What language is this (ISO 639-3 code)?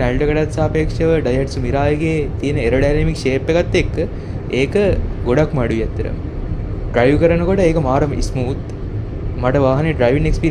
sin